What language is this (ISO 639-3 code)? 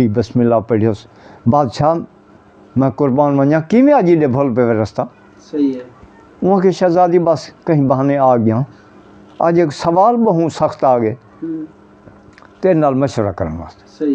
skr